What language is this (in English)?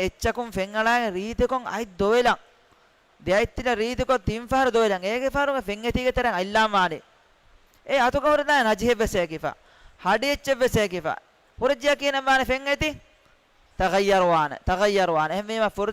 Divehi